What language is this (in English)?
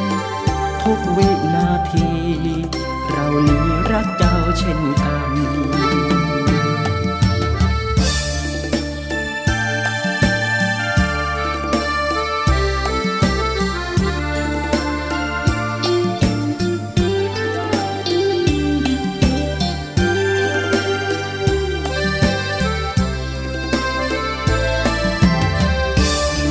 Thai